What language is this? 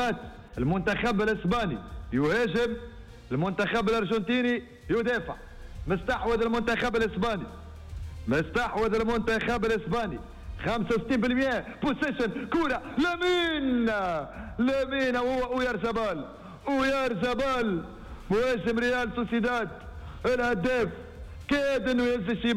Tunisian Arabic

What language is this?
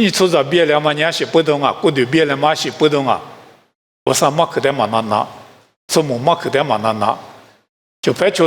Lisu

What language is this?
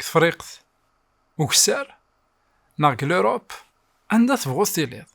Kabyle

